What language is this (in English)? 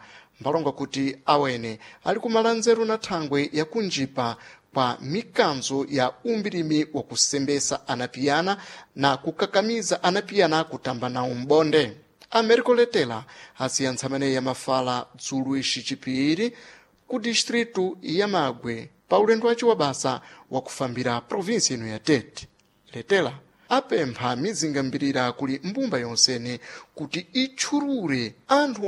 Sena